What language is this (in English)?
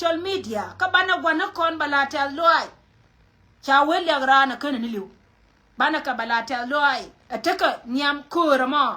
Nuer